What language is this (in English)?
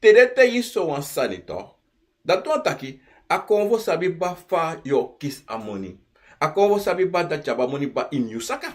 Sranan Tongo